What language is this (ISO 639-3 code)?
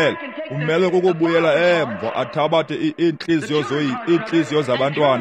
xho